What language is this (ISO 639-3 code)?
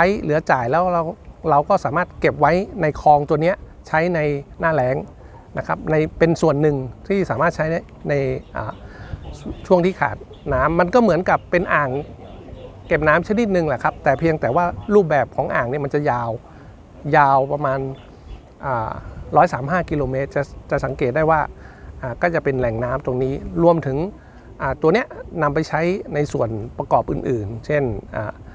tha